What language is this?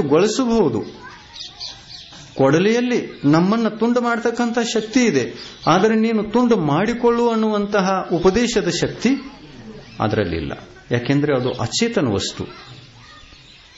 Kannada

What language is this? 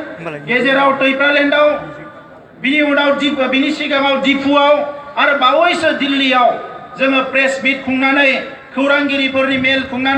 Bodo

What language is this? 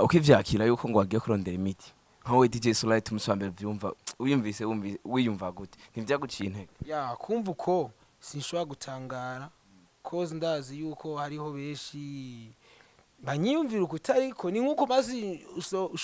Rundi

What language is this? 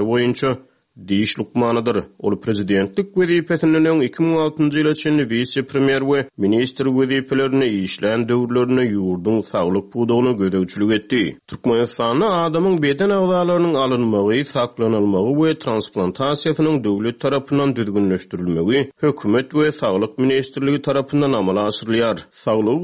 Turkmen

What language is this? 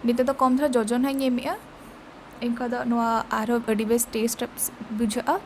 Santali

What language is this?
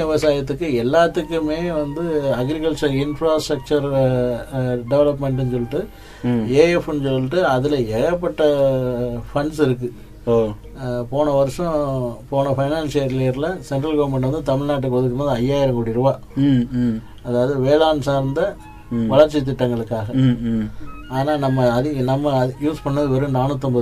Tamil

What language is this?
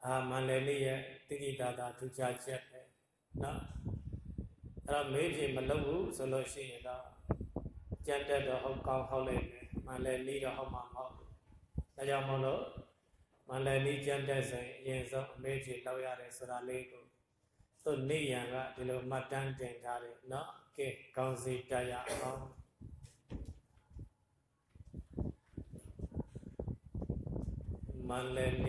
Burmese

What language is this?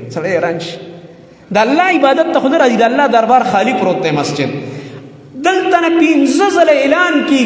Pashto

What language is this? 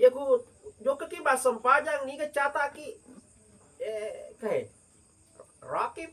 Buginese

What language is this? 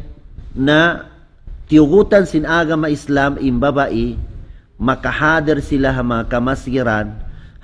Tausug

